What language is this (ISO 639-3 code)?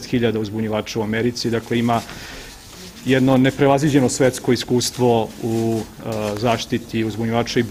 srp